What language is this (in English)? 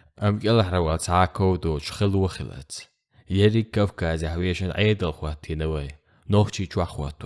Chechen